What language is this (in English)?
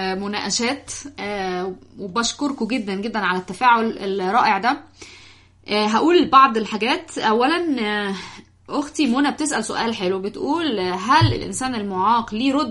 Egyptian Arabic